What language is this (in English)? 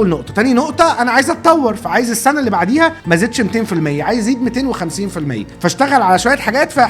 Egyptian Arabic